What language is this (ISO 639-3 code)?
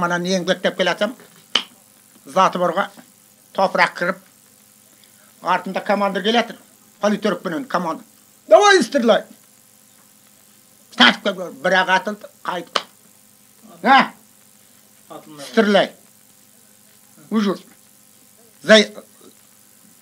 kaz